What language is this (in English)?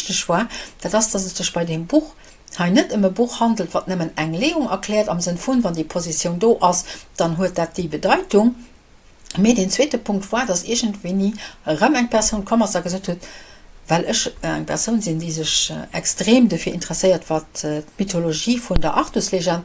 Luxembourgish